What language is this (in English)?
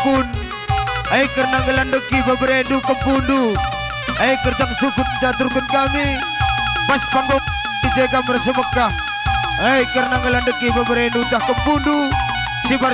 Batak Karo